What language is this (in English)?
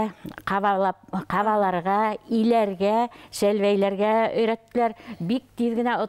Bashkir